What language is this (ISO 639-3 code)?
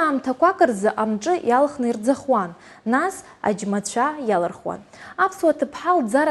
abk